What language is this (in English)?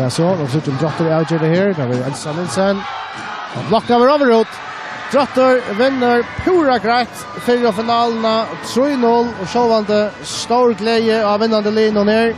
Faroese